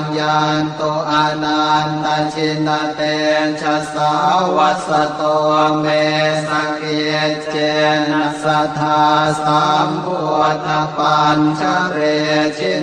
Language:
Pali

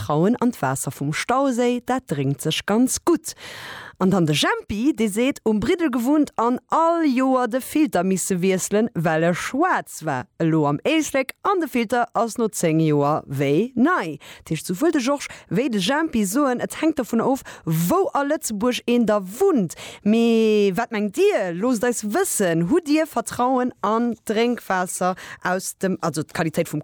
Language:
Luxembourgish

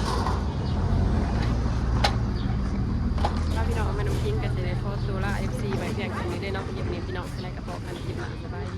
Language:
Lao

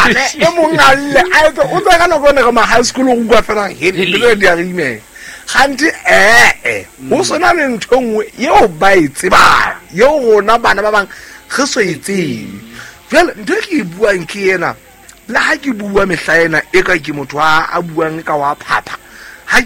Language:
Southern Sotho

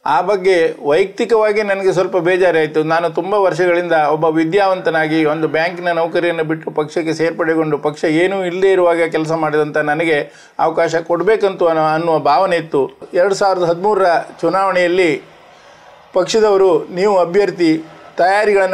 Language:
Kannada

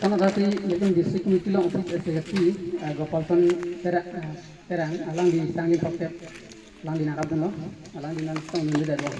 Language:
Karbi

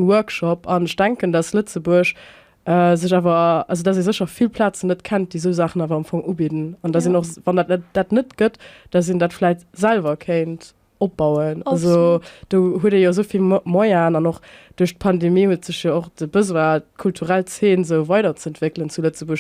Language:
Luxembourgish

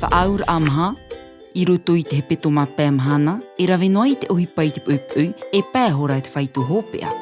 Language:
Tahitian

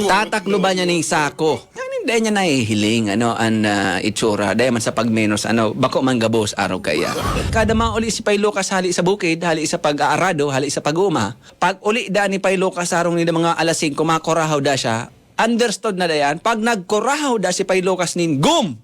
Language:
Bikol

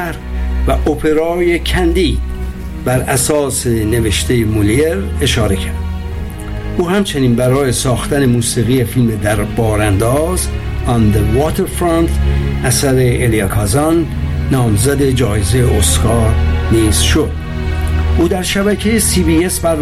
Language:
Persian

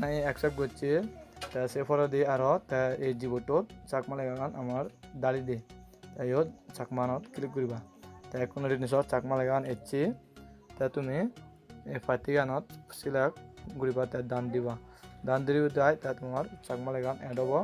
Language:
Chakma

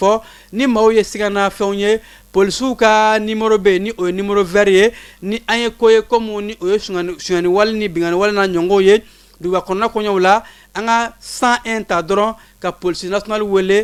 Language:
Bambara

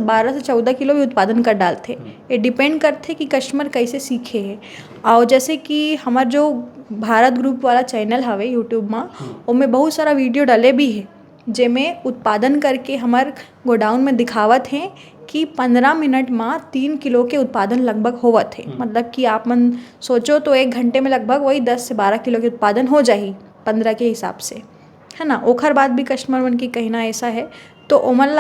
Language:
Chhattisgarhi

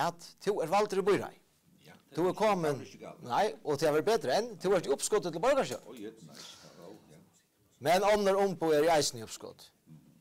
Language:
Faroese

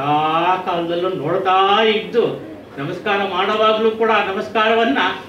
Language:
Kannada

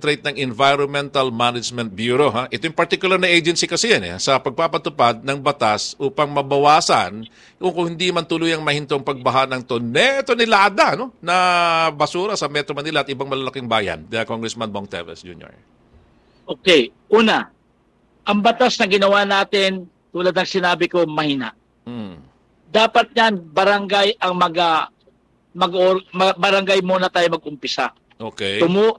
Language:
Filipino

